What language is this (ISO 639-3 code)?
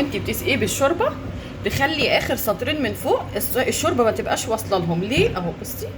arz